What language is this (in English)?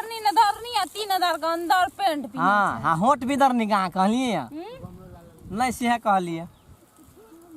Maithili